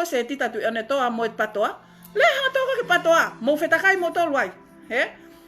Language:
Tongan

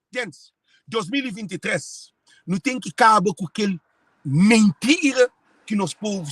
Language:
Kabuverdianu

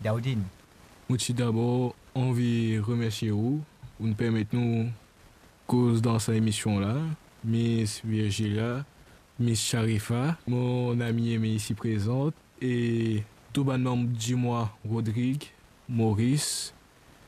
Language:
Morisyen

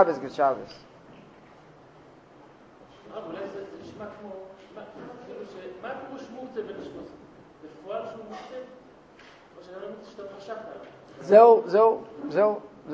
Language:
Hebrew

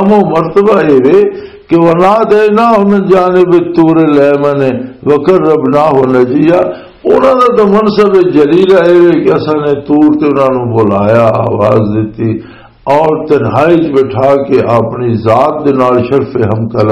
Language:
Western Panjabi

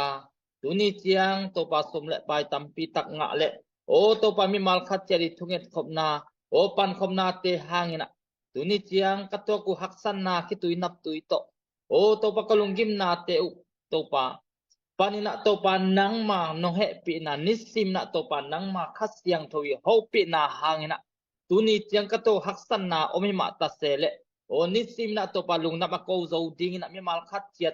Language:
Tedim Chin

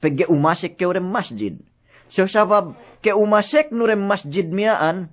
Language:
Yakan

